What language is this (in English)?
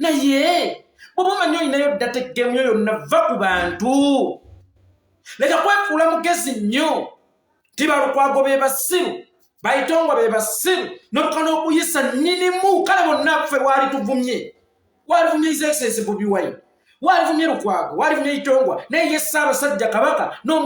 Ganda